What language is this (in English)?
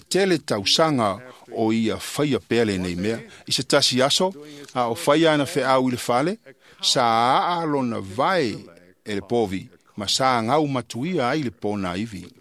Samoan